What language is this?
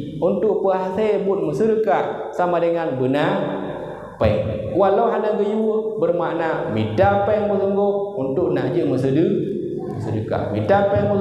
Achinese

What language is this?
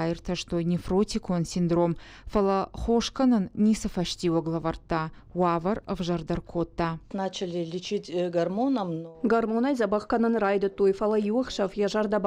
Ossetic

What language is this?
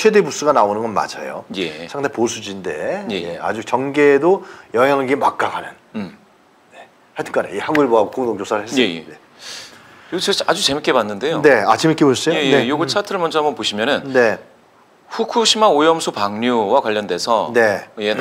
Korean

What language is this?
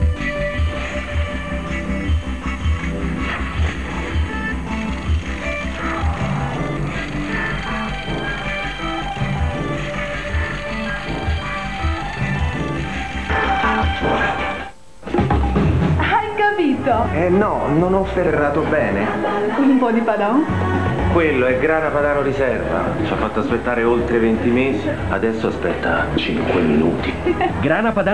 Italian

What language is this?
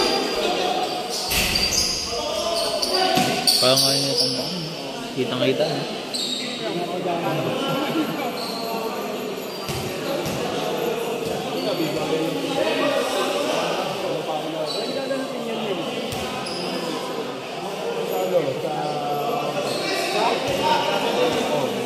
Filipino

